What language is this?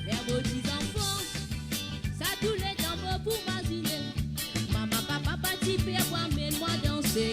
Morisyen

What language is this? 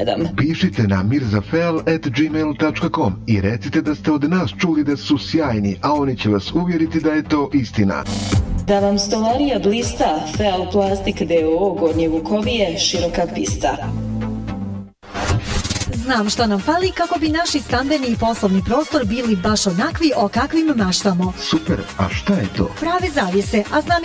Bosnian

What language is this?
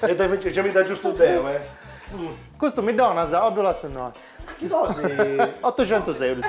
Sardinian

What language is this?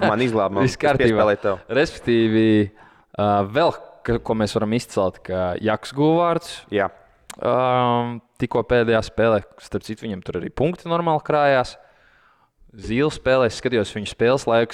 Latvian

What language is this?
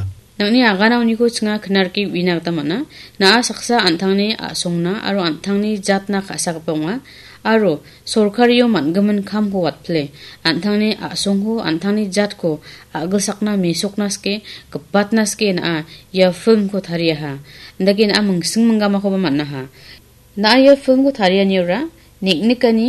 Garo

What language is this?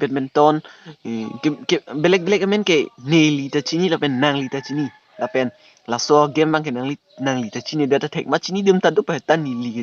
Karbi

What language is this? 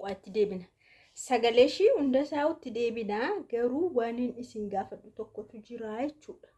Oromo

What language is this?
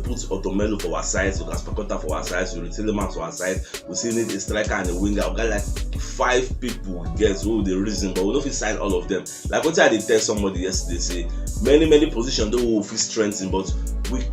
Nigerian Pidgin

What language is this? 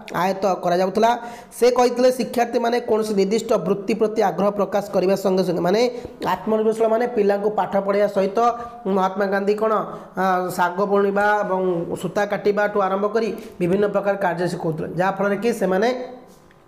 Odia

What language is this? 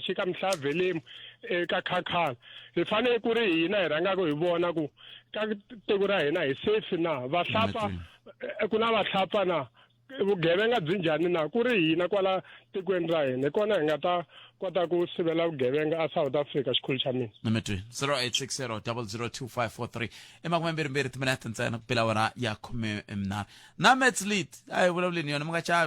Tsonga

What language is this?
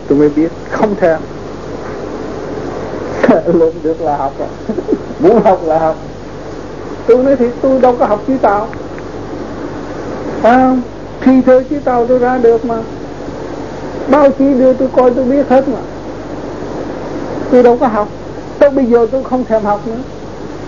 Vietnamese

